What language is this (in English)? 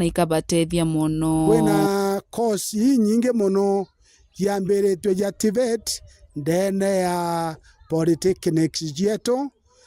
Meru